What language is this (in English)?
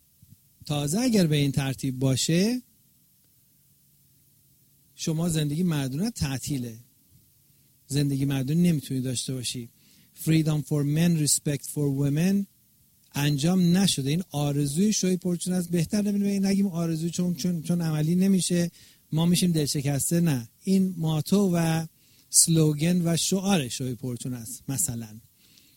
Persian